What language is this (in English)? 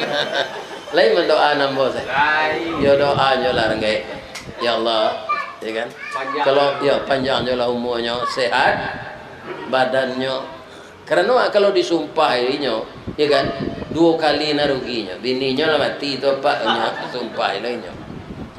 Minangkabau